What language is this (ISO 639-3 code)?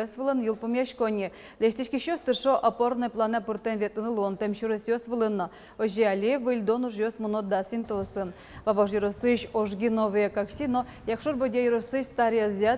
udm